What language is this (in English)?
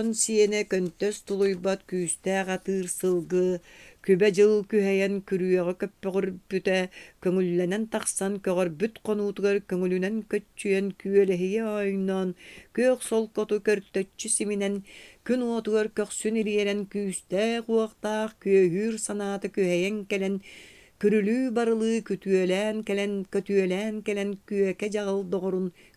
Yakut